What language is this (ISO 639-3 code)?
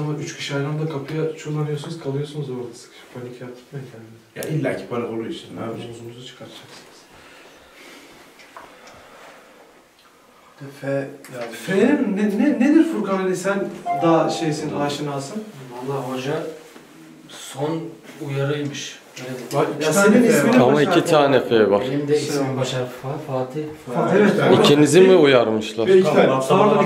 tur